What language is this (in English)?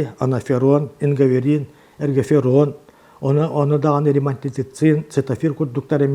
Yakut